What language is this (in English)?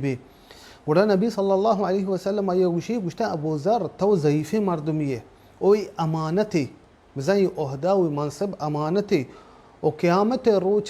Baluchi